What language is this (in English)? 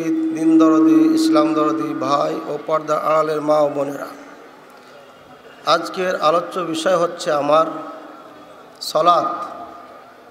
Bangla